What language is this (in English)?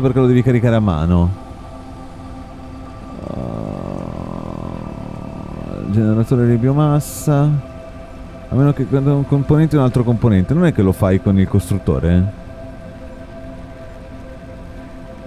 Italian